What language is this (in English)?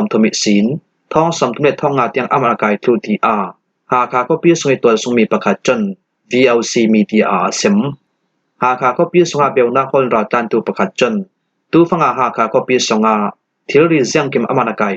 Falam Chin